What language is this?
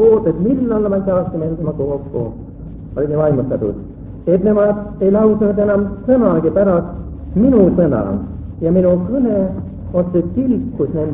Estonian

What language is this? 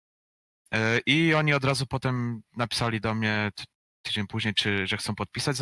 Polish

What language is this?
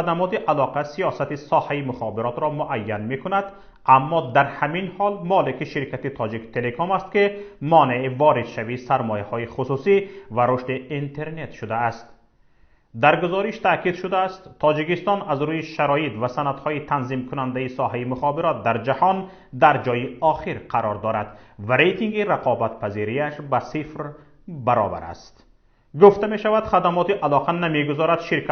Tajik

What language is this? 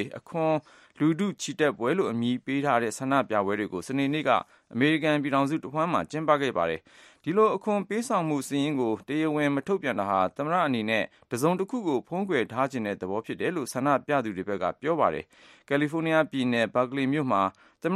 Burmese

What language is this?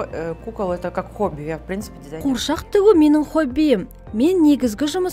Kazakh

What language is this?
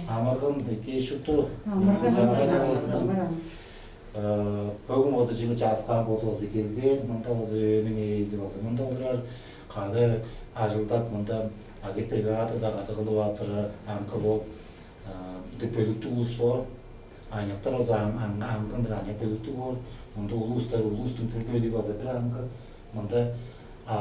Tuvinian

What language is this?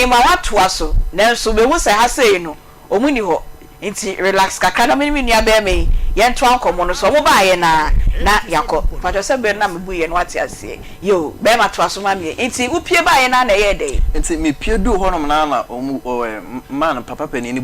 Akan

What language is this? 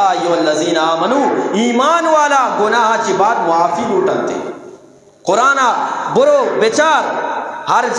Eastern Balochi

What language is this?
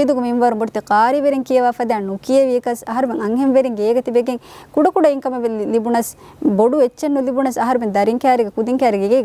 Divehi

